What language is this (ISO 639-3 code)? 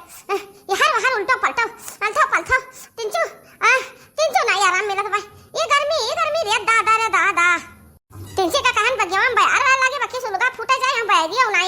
awa